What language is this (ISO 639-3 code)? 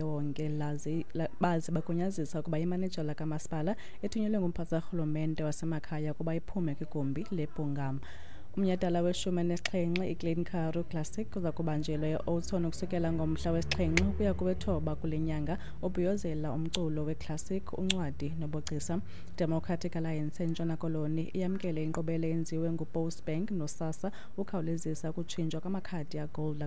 xho